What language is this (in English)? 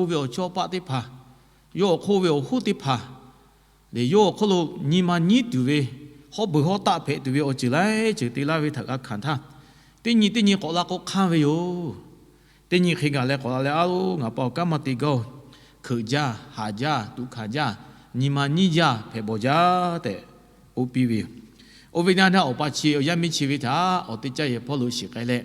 Lahu